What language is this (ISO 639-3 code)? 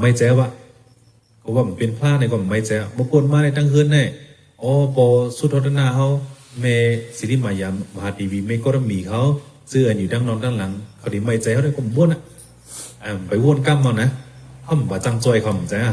shn